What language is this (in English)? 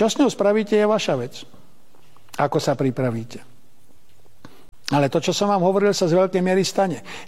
Slovak